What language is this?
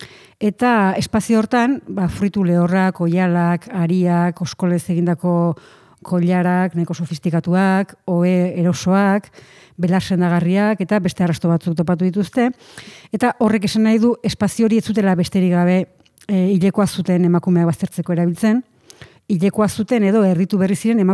Basque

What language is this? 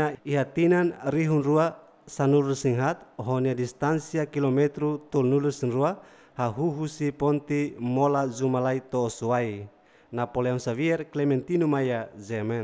Tetum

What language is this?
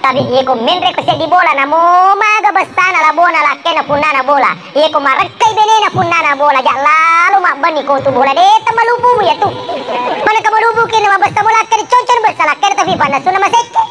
Buginese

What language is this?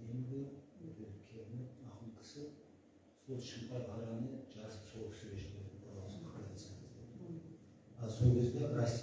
Kazakh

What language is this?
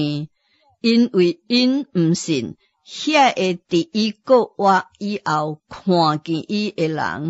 Min Nan Chinese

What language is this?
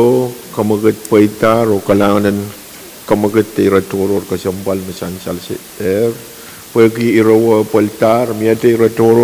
Pohnpeian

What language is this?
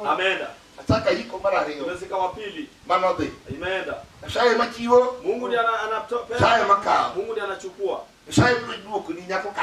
Luo (Kenya and Tanzania)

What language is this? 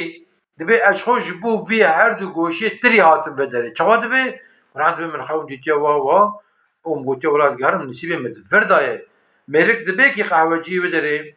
Kurdish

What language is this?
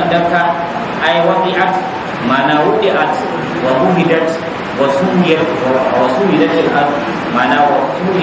Hausa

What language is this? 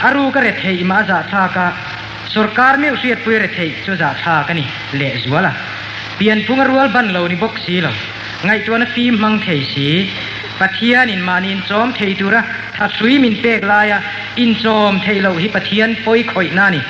Mizo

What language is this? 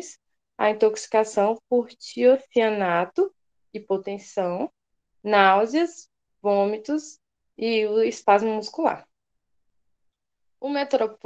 Portuguese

